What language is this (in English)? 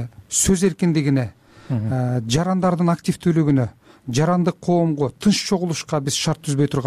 Kyrgyz